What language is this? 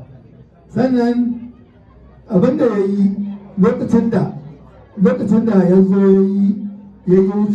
Hausa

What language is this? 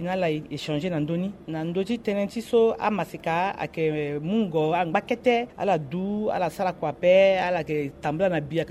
Sango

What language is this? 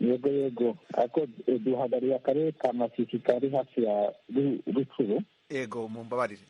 Kinyarwanda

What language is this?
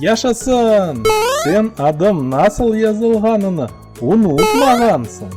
Crimean Tatar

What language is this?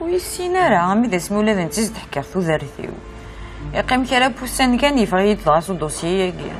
Kabyle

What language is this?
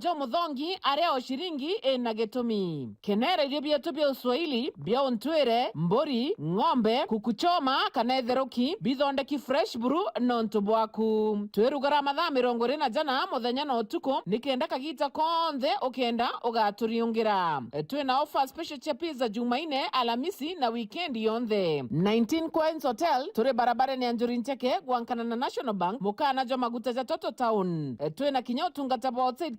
Meru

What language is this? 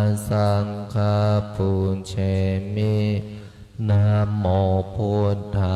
Pali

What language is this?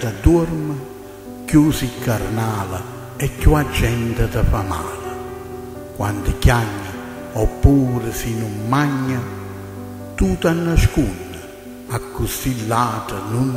Neapolitan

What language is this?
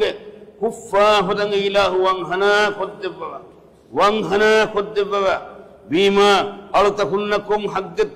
Divehi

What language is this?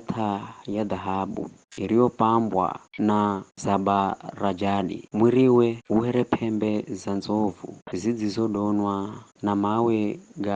Giryama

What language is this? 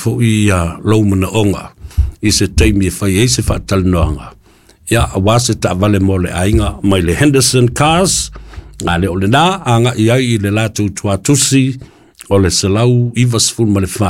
Samoan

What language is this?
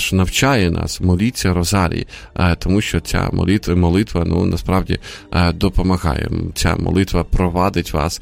Ukrainian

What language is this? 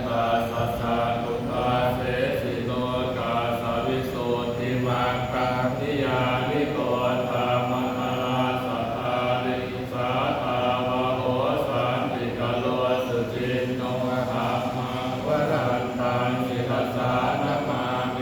Pali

